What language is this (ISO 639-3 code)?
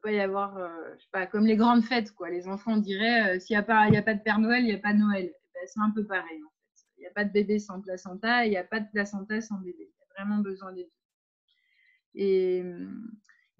fra